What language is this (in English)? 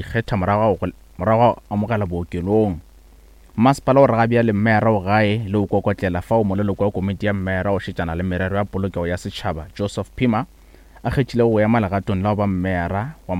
Northern Sotho